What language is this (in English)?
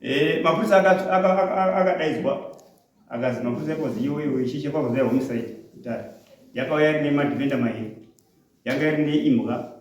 Shona